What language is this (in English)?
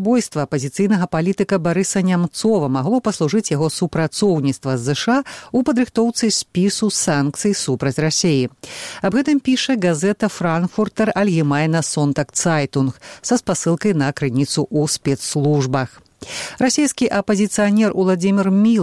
Belarusian